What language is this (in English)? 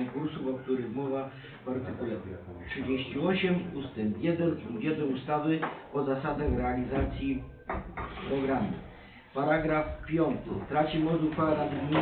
Polish